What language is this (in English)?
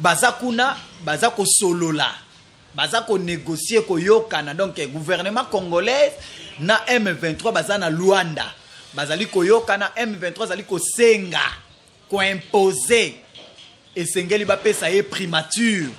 Lingala